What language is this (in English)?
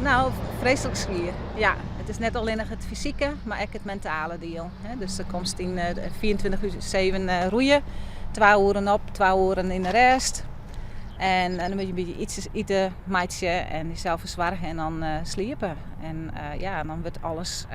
Western Frisian